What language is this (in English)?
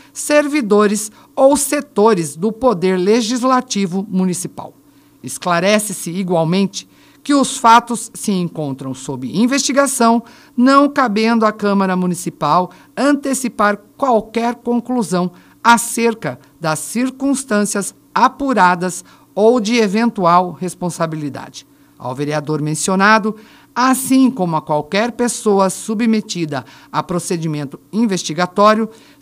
Portuguese